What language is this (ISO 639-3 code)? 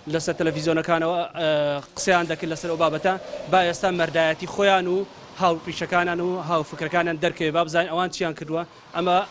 ckb